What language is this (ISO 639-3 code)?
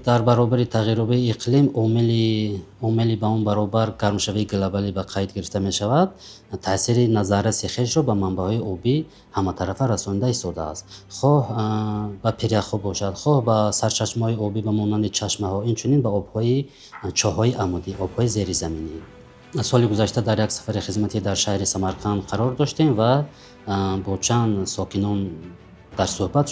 tgk